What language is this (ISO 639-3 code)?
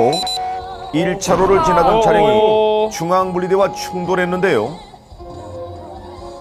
kor